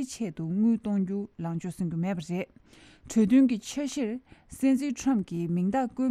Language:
Tibetan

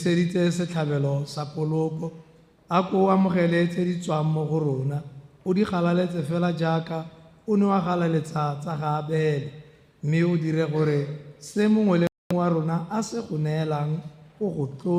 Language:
Tswana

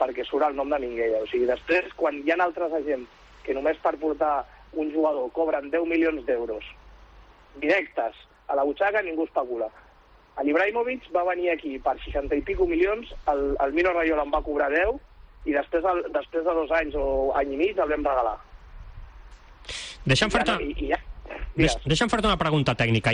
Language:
Catalan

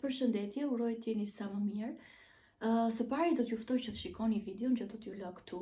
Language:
Albanian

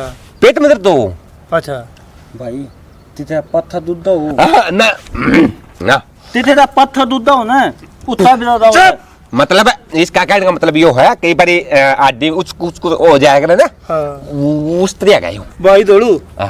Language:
Haryanvi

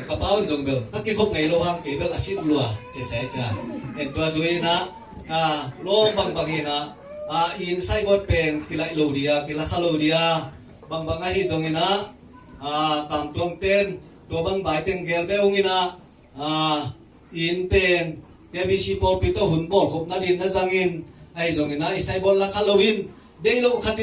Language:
Tedim Chin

